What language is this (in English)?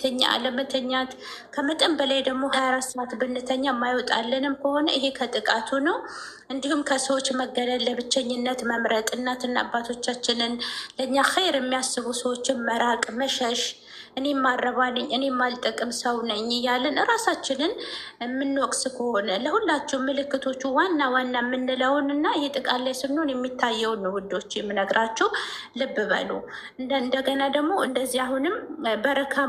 Amharic